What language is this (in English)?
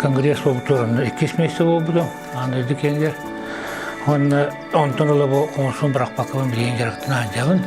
Yakut